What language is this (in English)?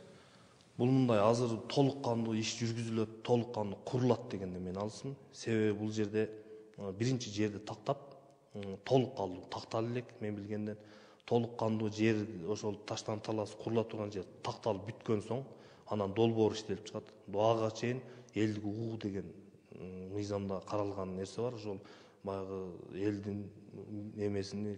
Kyrgyz